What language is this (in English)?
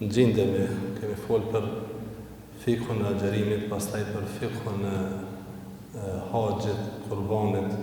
Albanian